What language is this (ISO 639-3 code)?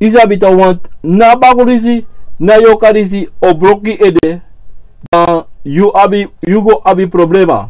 srn